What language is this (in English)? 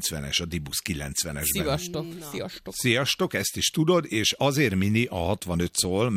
Hungarian